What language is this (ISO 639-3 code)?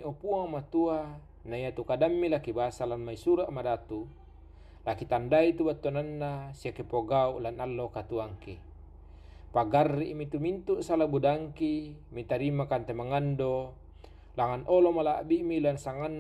sda